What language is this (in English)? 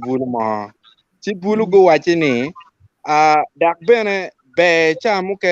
Acoli